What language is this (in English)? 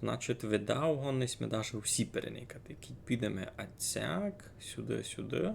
Rusyn